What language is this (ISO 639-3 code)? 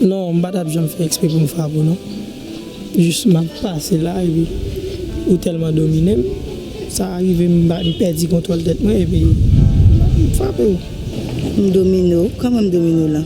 hat